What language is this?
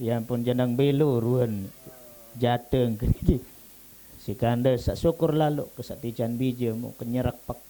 Sasak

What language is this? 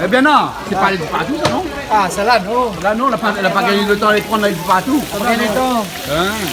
Réunion Creole French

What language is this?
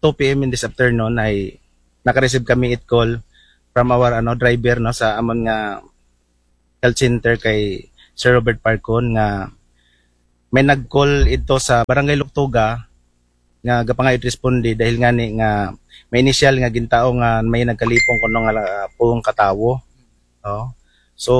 Aklanon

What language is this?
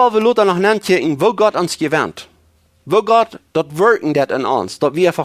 Plautdietsch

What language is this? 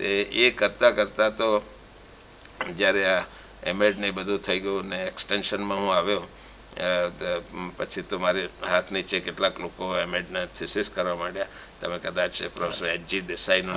Gujarati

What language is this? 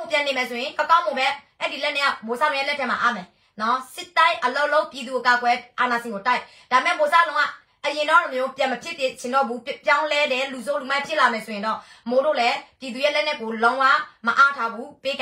Burmese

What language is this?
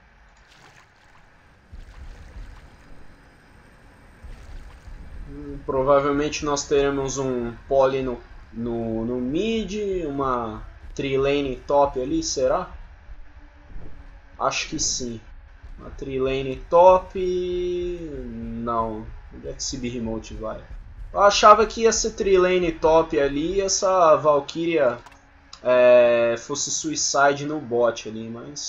Portuguese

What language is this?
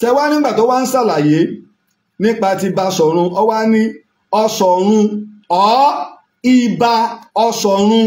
Yoruba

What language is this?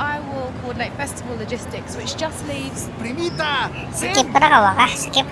Banjar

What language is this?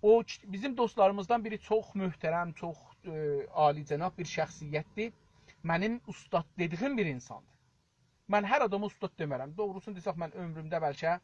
South Azerbaijani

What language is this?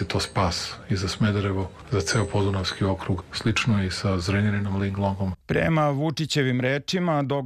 Serbian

